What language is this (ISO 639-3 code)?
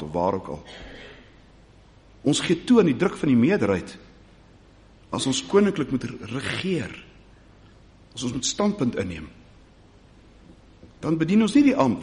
afr